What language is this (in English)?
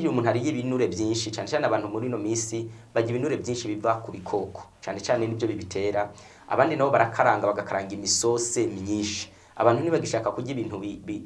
Rundi